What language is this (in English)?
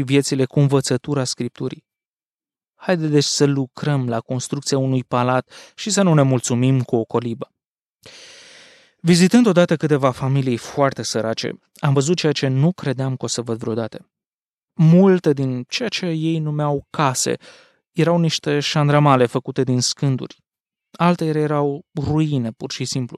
Romanian